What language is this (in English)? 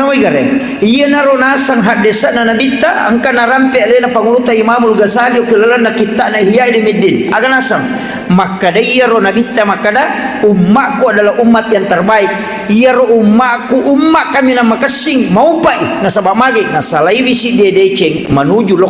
Buginese